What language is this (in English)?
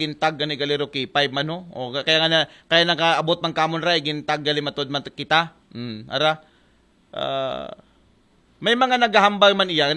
Aklanon